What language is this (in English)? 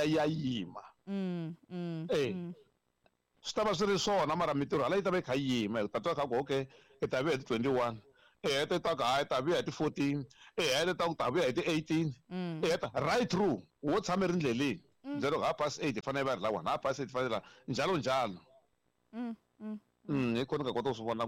Tsonga